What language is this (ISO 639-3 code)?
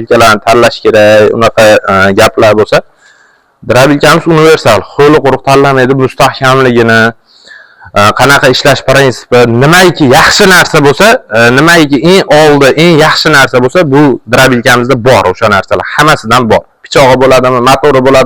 uzb